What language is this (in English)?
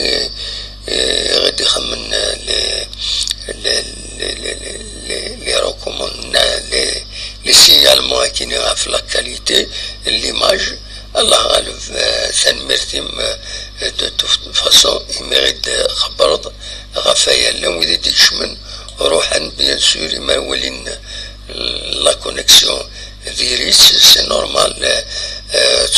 Kabyle